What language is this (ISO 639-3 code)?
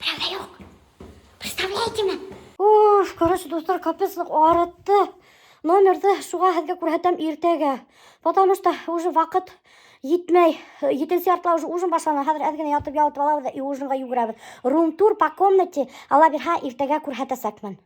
bak